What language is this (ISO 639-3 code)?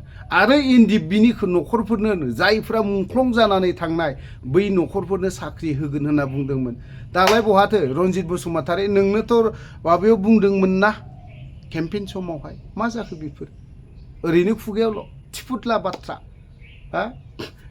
brx